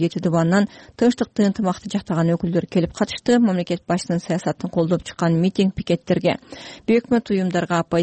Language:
Kyrgyz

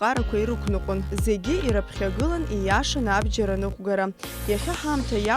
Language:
Abkhazian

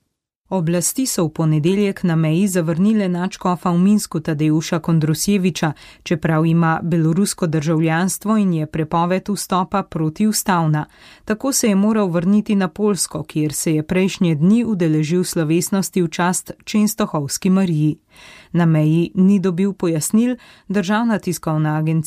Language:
Slovenian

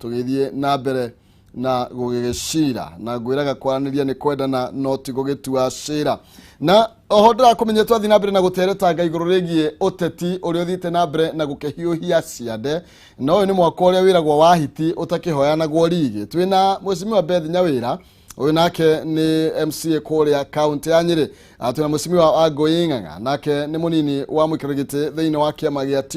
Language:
Kikuyu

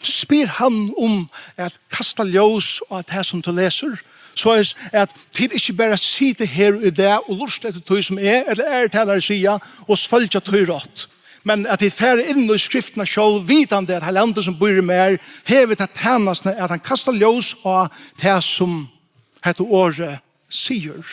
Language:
Faroese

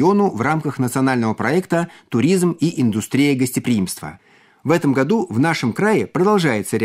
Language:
Russian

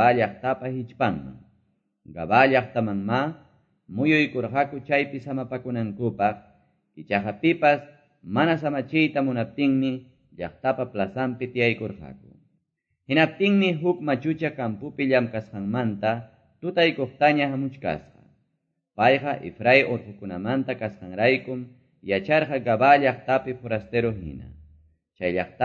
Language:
Quechua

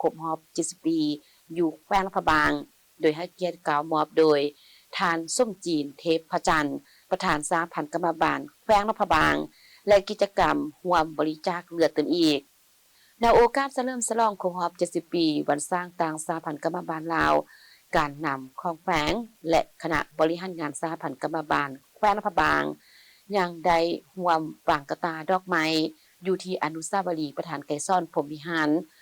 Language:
Lao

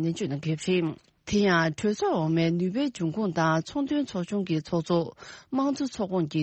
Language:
Tibetan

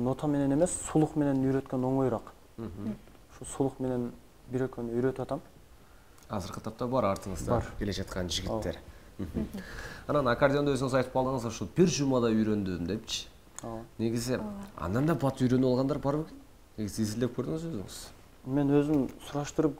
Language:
Kyrgyz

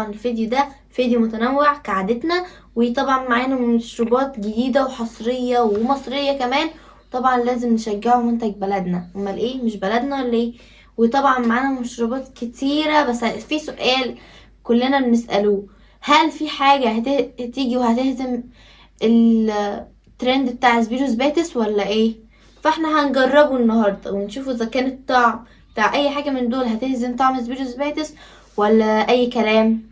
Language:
Egyptian Arabic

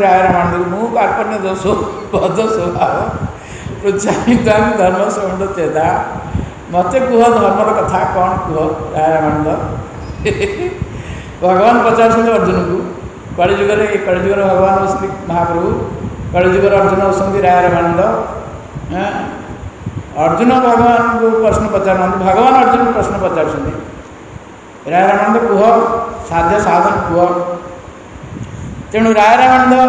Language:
Odia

